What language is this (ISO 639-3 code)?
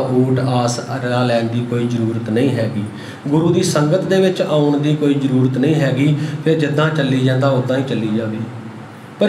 pan